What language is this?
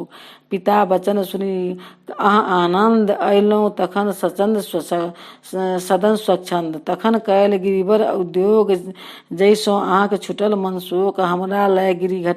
Maithili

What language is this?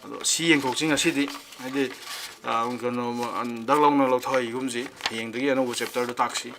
Manipuri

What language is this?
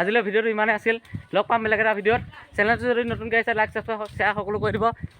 Assamese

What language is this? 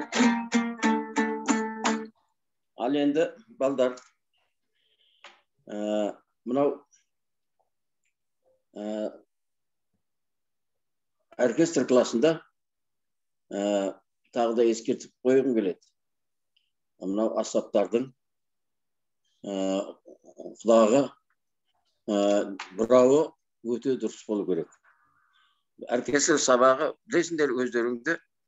Kazakh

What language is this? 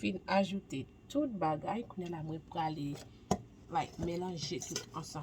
Haitian Creole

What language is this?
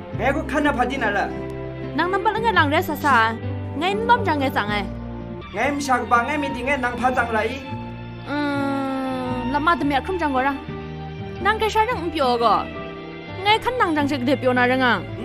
Kachin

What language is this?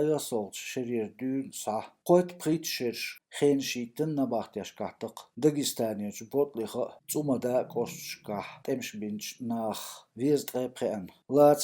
Chechen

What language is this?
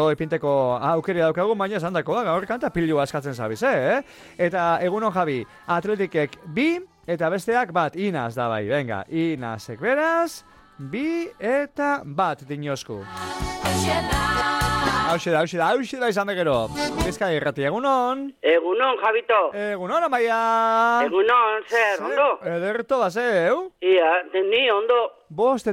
Basque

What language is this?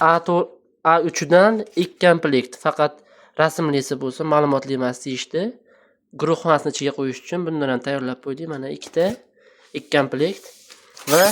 Uzbek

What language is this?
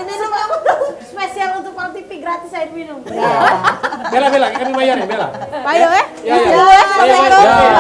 Musi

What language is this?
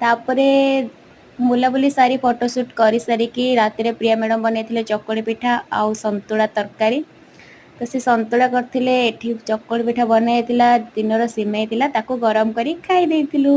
Odia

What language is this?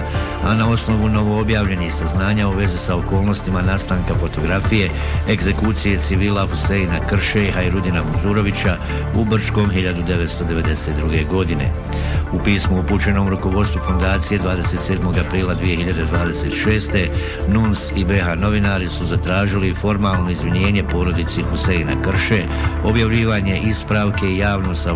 Bosnian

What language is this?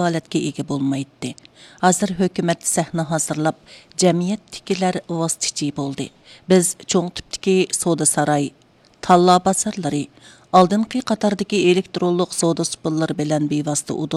Uyghur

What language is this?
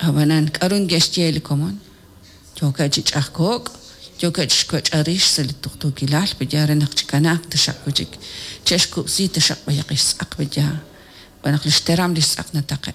Kekchí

